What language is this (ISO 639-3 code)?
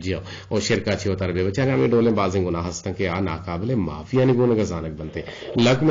bgp